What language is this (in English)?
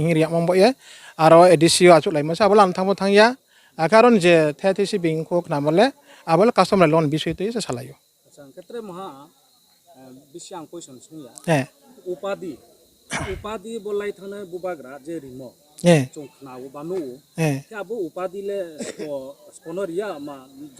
Riang (India)